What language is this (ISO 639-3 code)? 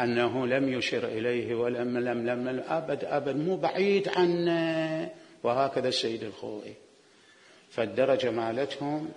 acm